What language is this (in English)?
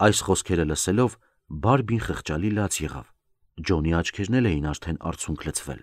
Armenian